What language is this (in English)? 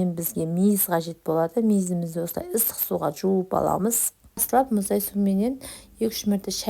Kazakh